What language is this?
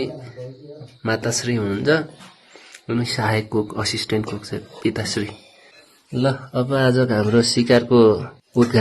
Nepali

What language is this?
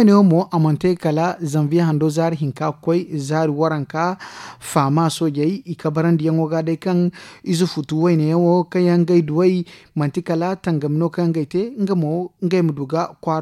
Zarma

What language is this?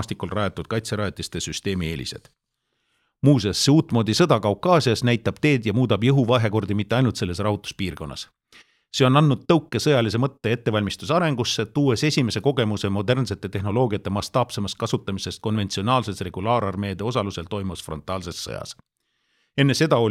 Estonian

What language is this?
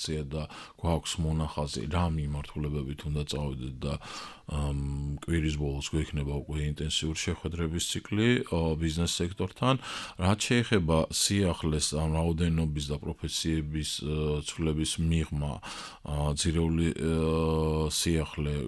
Georgian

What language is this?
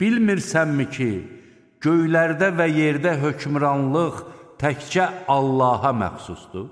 Azerbaijani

